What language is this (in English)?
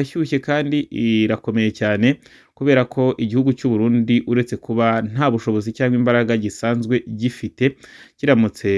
Kinyarwanda